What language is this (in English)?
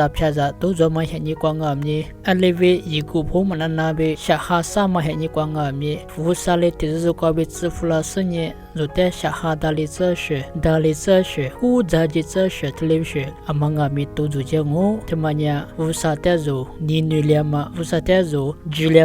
Lisu